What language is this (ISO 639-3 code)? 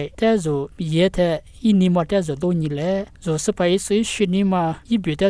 lis